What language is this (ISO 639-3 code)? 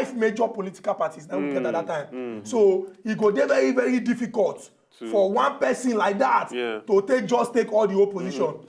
pcm